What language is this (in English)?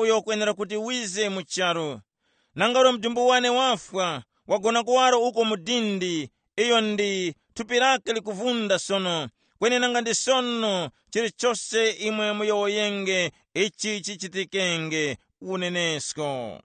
Tumbuka